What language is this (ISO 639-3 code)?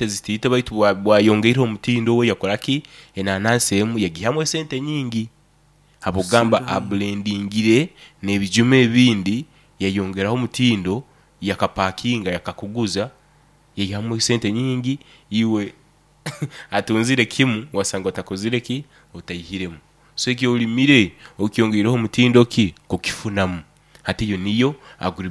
nyo